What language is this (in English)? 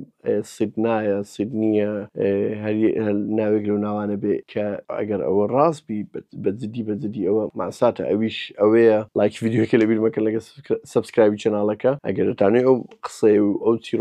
Central Kurdish